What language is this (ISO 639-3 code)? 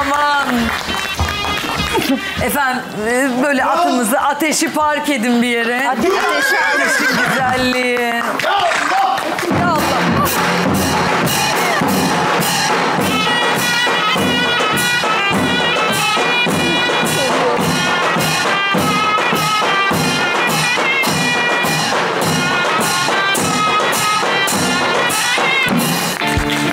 tur